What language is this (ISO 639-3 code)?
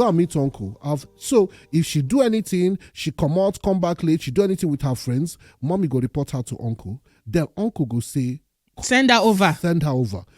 pcm